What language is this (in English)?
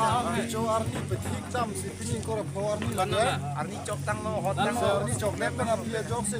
Karbi